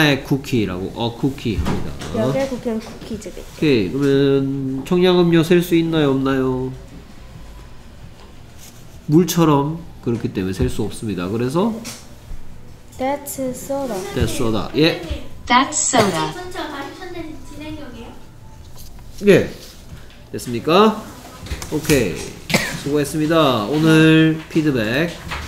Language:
Korean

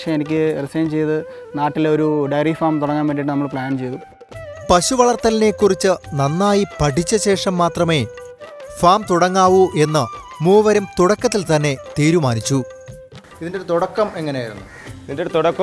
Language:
Malayalam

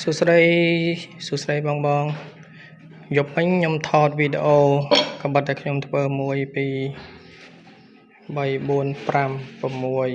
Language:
Khmer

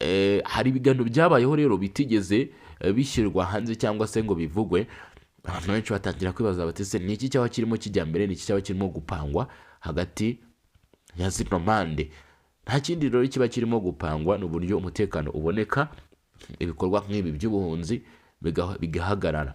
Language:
Kinyarwanda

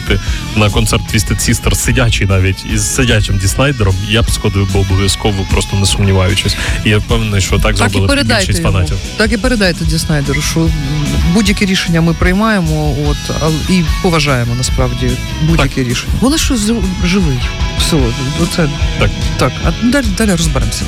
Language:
Ukrainian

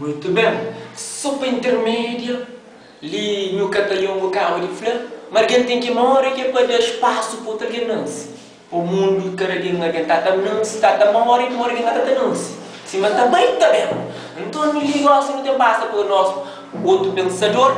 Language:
Kabuverdianu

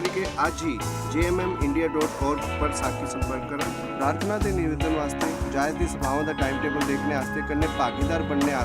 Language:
Dogri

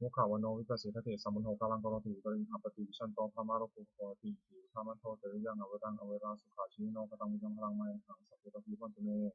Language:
Pali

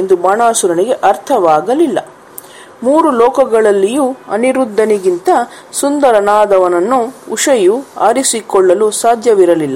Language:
Kannada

